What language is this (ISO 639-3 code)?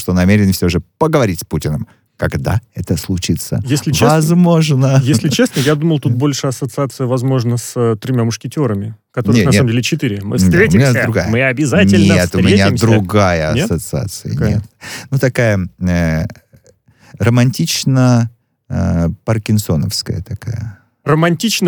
rus